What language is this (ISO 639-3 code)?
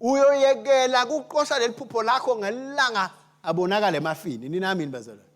ssw